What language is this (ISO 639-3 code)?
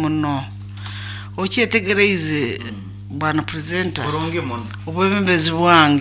nyo